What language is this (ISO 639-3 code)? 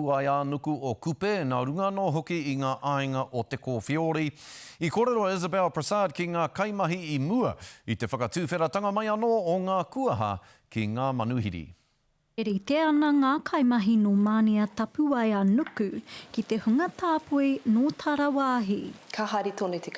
mri